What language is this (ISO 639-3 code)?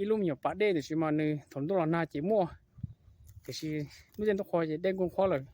hmn